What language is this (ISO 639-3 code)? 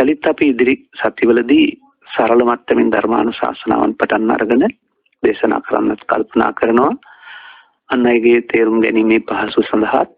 sin